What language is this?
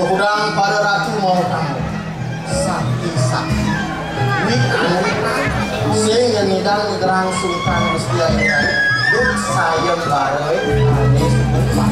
Balinese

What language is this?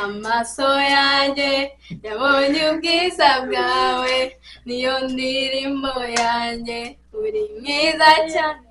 Kinyarwanda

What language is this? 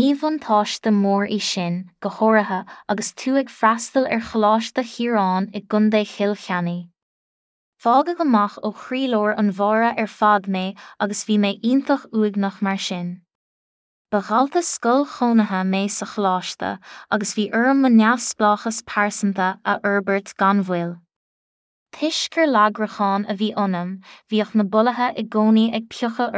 Irish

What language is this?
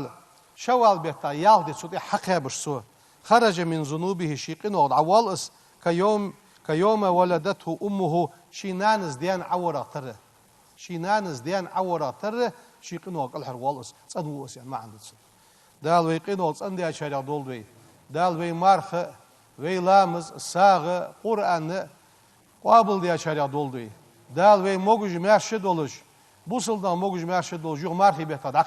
Ingush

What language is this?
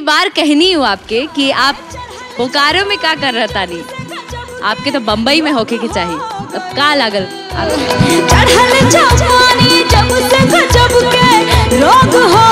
Bhojpuri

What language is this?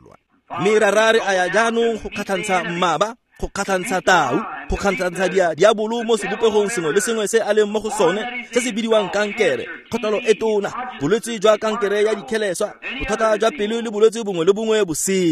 Tswana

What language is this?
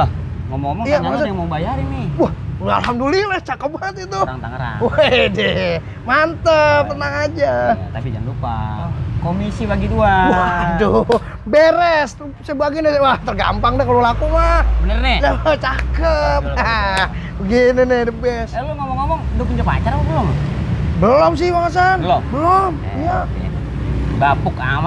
Betawi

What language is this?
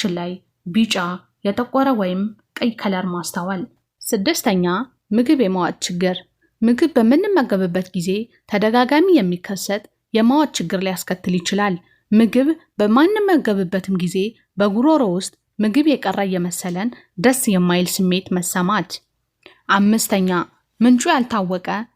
Amharic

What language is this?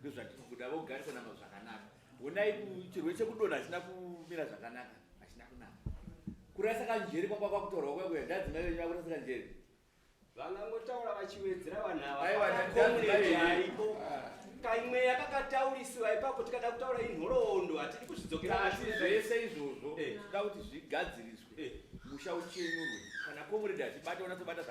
Shona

